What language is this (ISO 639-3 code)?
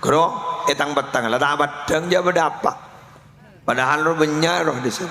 mad